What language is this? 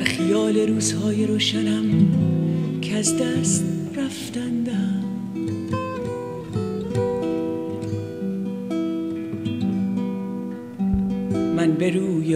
Persian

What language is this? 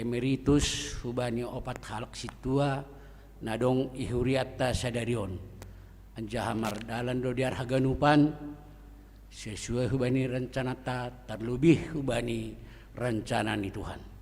Batak Simalungun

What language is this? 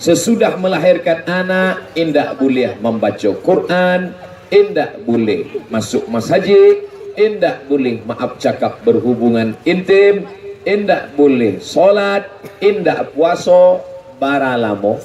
Minangkabau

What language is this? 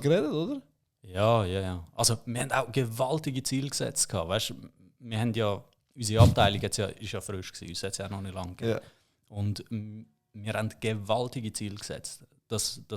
Swiss German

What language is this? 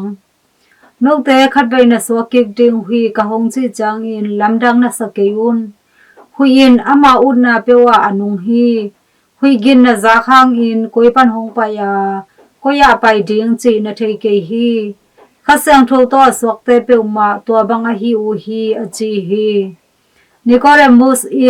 Tedim Chin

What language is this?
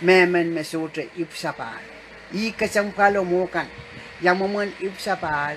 Pohnpeian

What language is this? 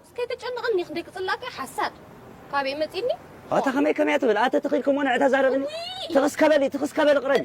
Tigrinya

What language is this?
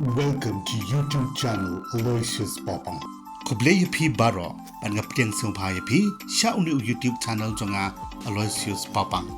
Khasi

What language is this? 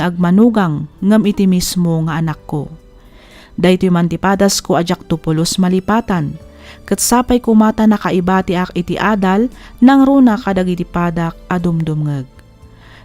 Iloko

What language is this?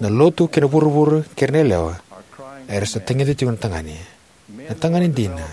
Fijian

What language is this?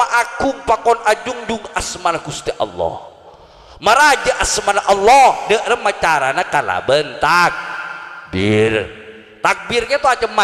Madurese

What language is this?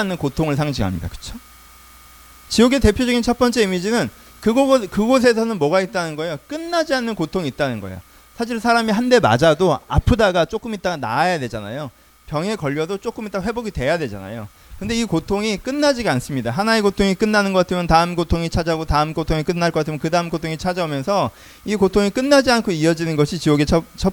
Korean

